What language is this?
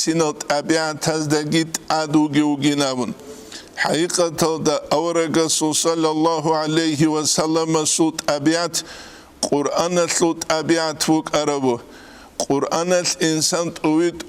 Avaric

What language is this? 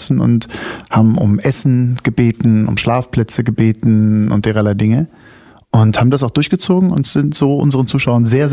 German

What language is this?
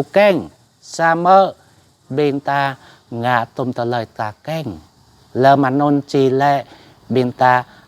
Jarai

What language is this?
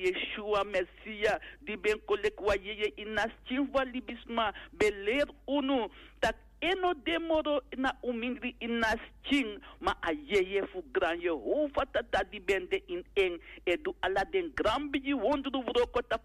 Sranan Tongo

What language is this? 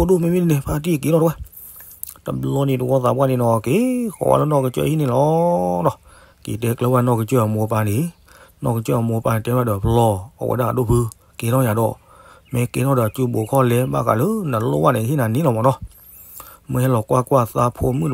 S'gaw Karen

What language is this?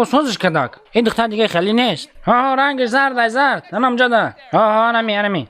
Tajik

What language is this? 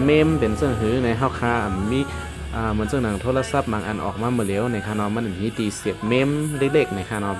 Shan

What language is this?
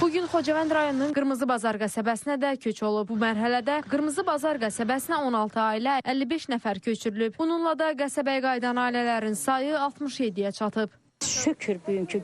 Azerbaijani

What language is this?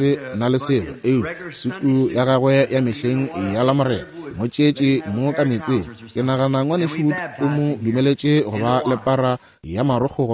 Northern Sotho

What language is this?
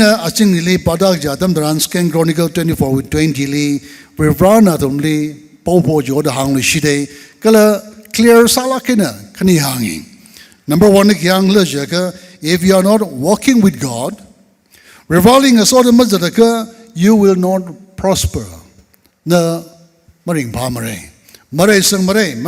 Tangkhul Naga (India)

